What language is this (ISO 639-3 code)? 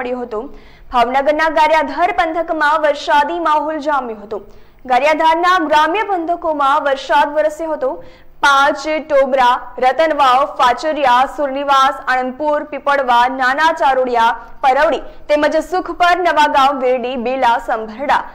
guj